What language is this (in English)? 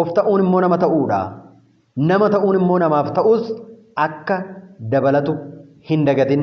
Oromo